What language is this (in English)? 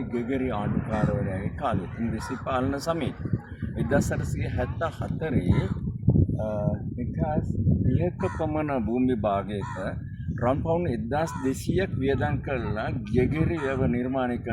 Sinhala